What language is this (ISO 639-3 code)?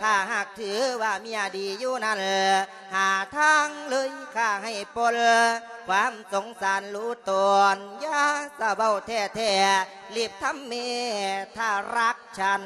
lao